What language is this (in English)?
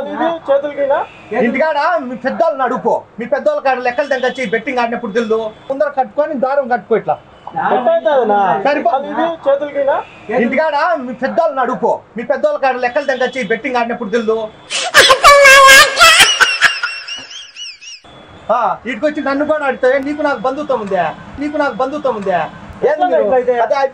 Telugu